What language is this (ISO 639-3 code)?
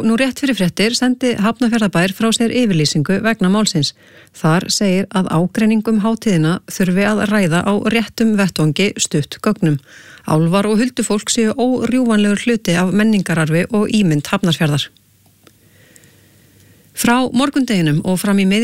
isl